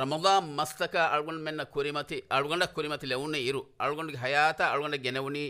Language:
Divehi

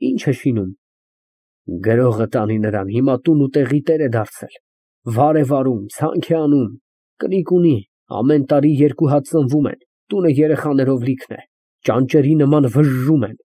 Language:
Armenian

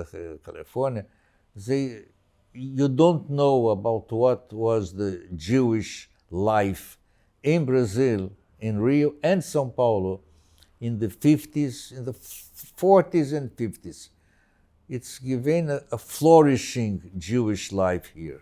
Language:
Yiddish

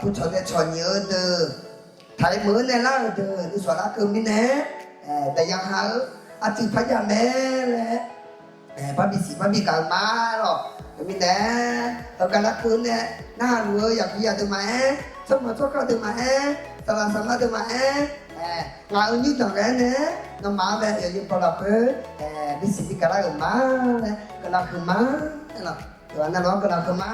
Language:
Akha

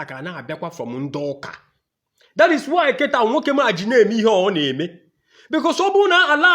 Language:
Igbo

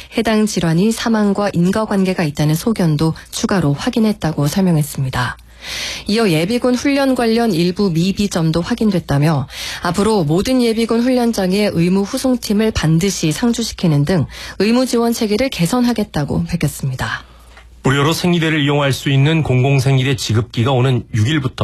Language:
Korean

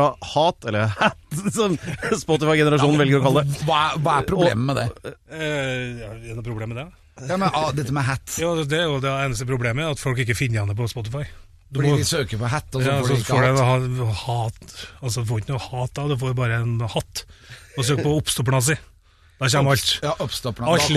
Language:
Norwegian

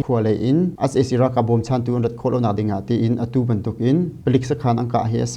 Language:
Hakha Chin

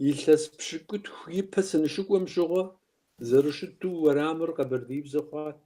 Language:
Kabardian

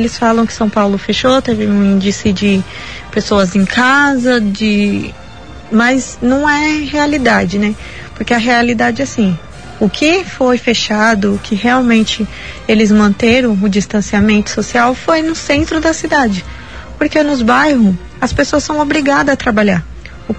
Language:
Portuguese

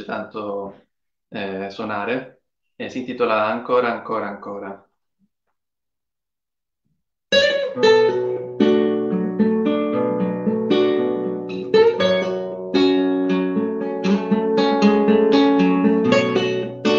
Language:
Italian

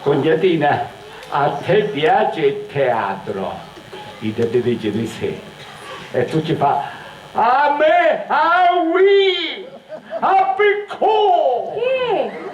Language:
Sicilian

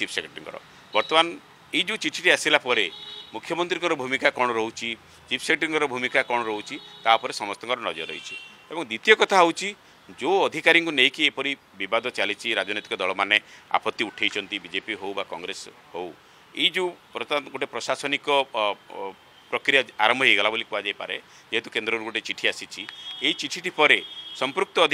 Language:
Odia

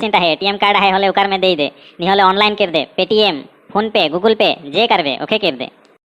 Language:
Sadri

